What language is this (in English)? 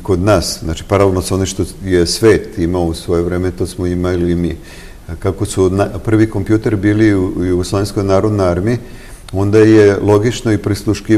Serbian